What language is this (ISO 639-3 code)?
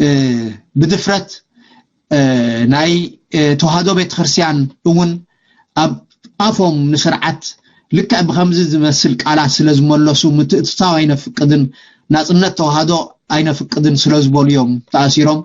tir